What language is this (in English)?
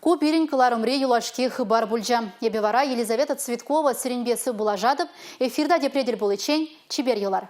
Chuvash